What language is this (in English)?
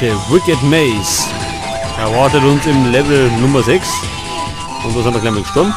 Bavarian